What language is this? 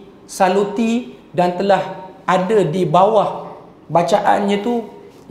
Malay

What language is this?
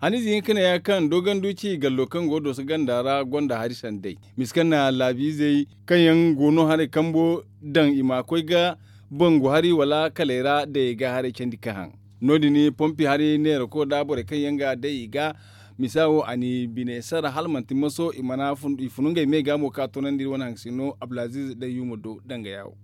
Zarma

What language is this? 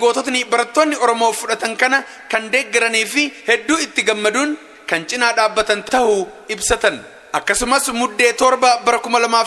Oromo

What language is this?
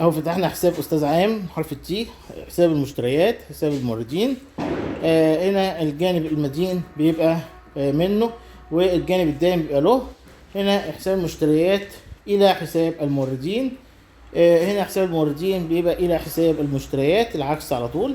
Egyptian Arabic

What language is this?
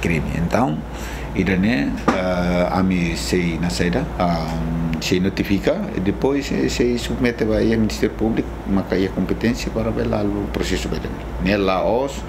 Tetum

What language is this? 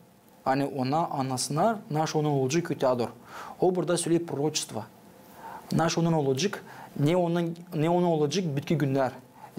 Gagauz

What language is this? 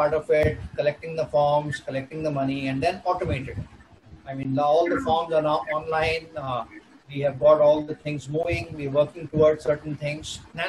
English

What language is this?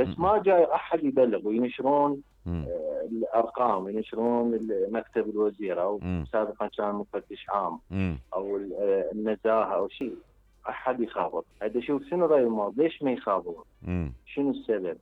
Mesopotamian Arabic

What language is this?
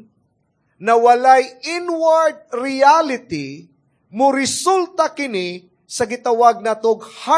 Cebuano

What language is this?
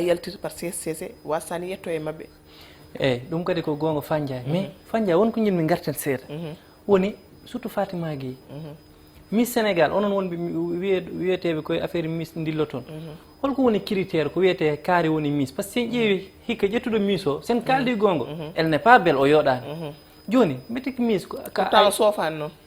Fula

